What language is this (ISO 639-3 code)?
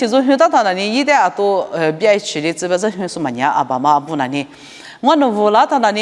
lis